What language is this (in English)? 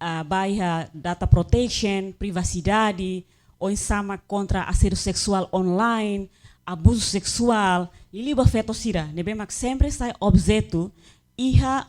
Tetum